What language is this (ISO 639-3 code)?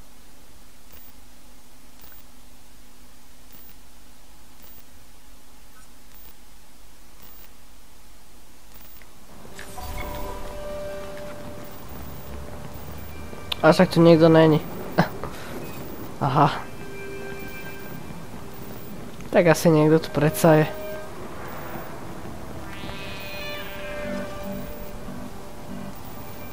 slk